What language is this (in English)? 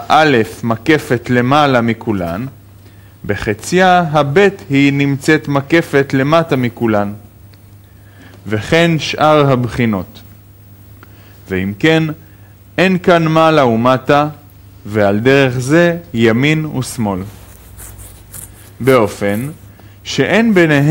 Hebrew